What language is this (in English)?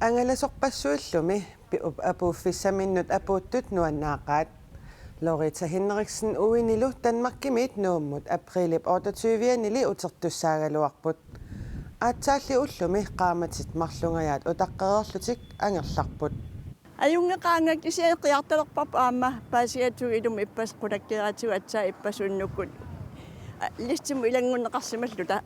Kalaallisut